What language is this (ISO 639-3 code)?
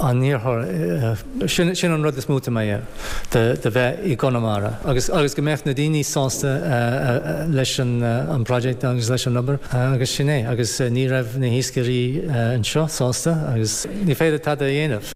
gle